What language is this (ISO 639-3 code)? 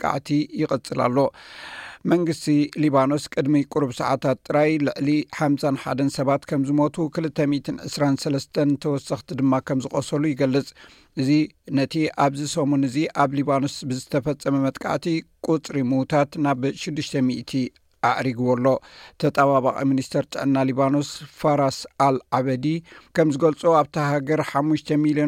tir